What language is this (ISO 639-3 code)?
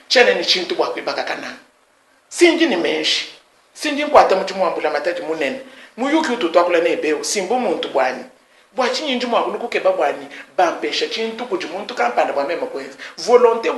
lua